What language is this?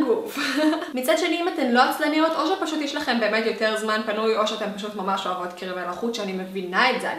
Hebrew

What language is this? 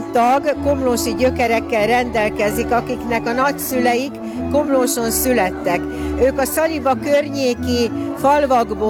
Hungarian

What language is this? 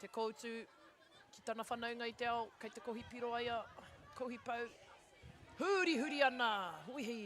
Māori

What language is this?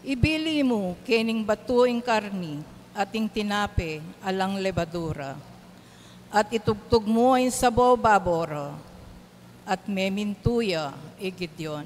Pampanga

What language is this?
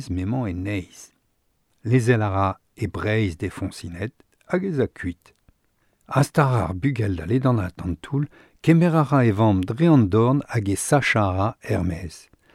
Breton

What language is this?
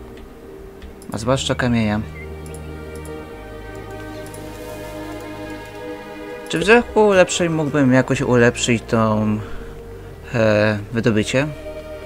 Polish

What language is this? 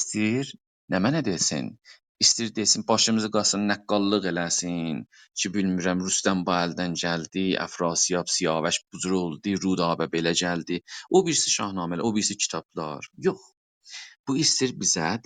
South Azerbaijani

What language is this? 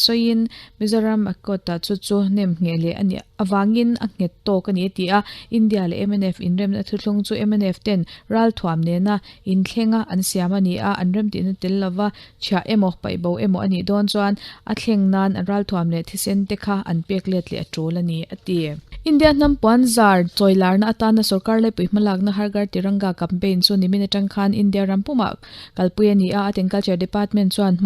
Mizo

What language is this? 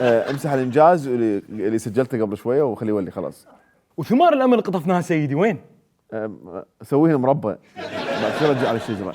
Mesopotamian Arabic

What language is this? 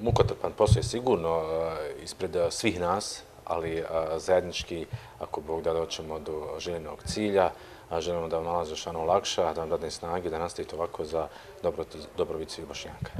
Bosnian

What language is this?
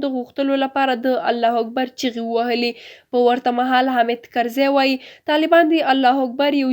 Pashto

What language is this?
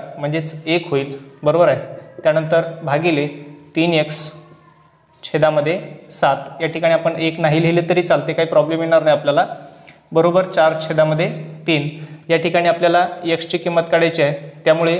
Marathi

